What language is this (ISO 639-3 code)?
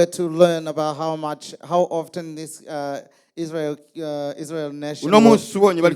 run